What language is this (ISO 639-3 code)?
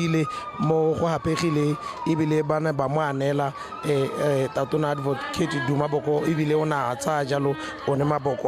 tsn